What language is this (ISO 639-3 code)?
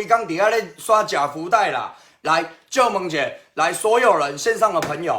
nan